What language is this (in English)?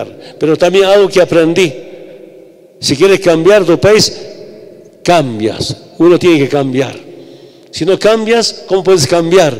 Spanish